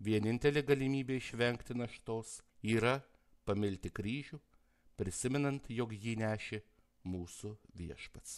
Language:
Lithuanian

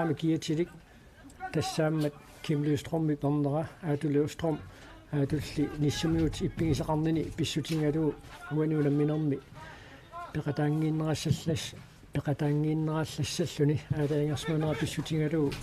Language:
Kalaallisut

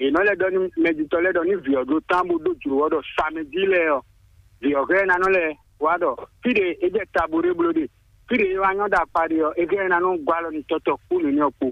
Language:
Fon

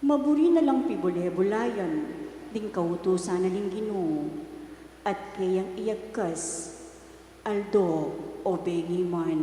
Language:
Pampanga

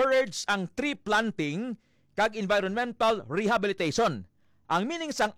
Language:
Hiligaynon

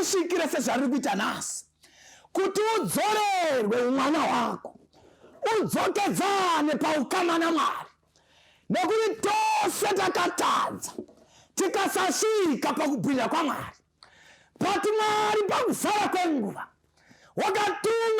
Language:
Shona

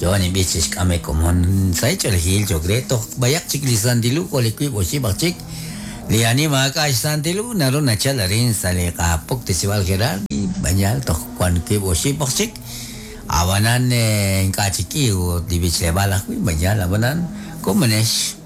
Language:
Kekchí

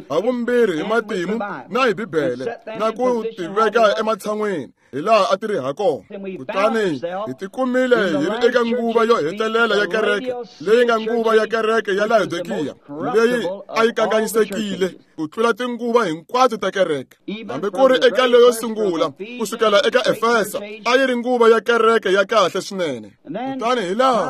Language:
Tsonga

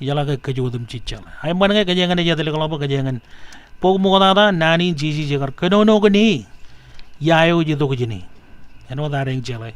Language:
Marshallese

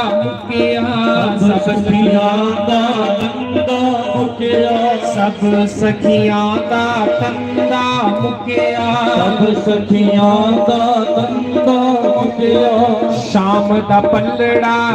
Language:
Dogri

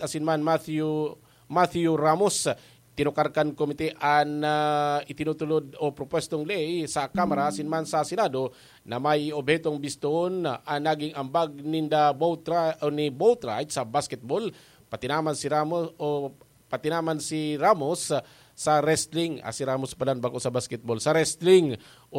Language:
Bikol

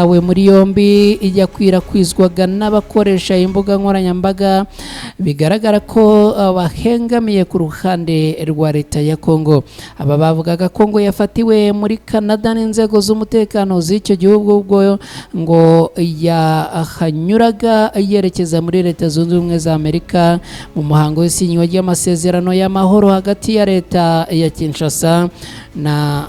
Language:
Kinyarwanda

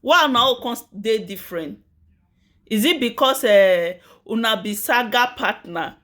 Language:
Nigerian Pidgin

